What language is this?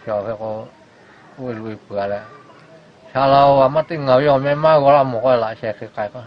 Lahu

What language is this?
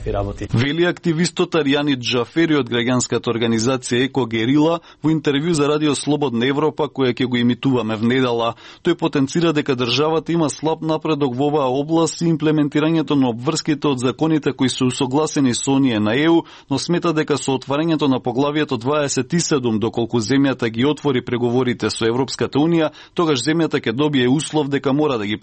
Macedonian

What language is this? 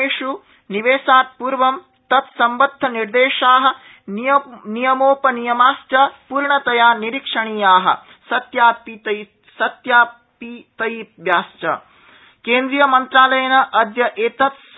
Sanskrit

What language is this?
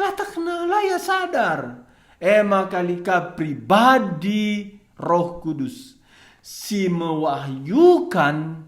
Batak Karo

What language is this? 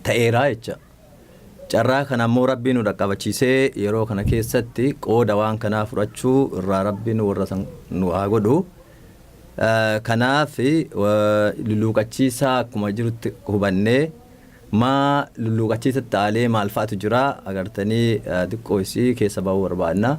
Oromo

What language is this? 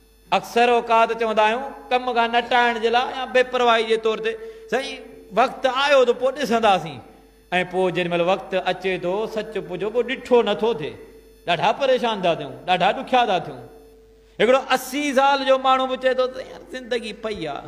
Sindhi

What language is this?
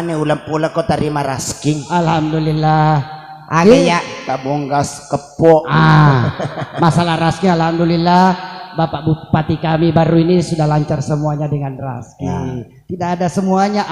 Buginese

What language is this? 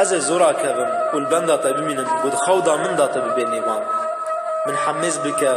Kurdish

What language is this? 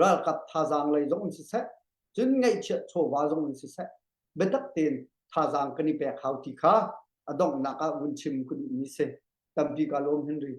Hakha Chin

